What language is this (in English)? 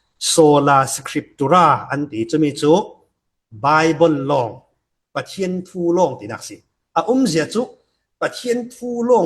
Falam Chin